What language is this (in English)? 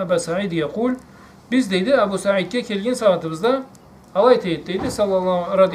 Karachay-Balkar